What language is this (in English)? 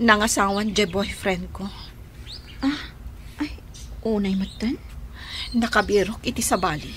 Iloko